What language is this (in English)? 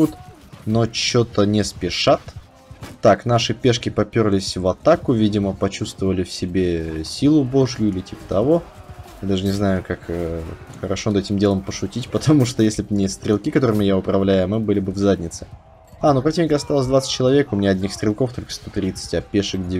Russian